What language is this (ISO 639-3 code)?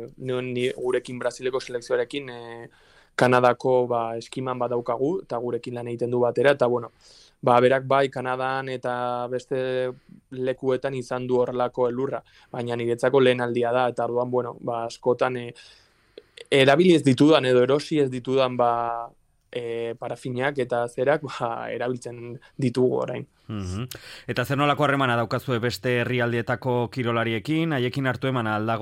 eus